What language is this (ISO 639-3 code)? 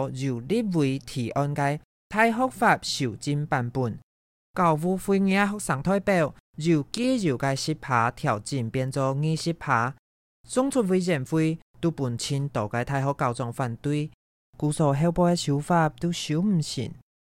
hak